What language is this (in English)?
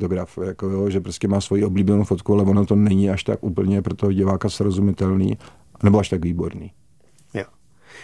Czech